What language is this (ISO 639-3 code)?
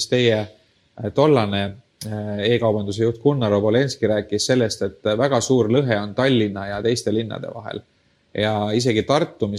est